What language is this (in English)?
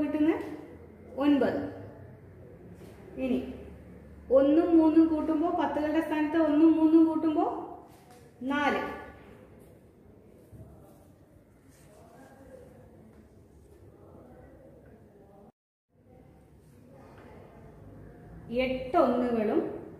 Malayalam